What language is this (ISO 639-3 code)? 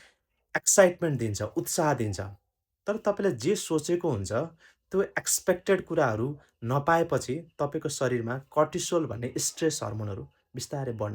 nep